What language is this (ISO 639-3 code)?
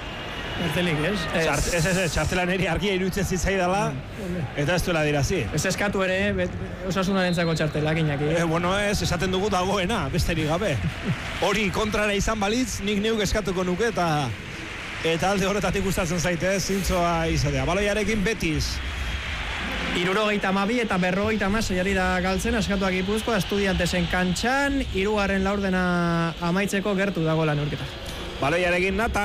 eus